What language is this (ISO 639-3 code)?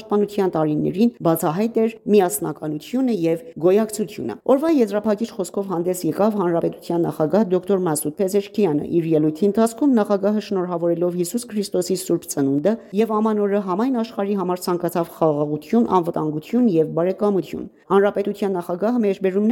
hye